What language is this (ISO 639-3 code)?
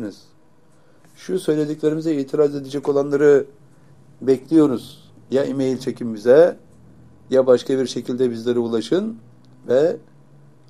tur